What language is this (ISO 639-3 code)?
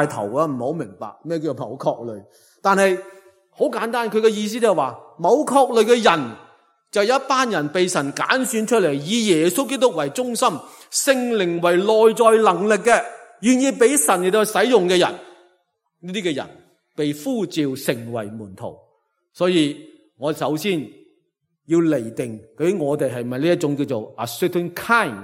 yue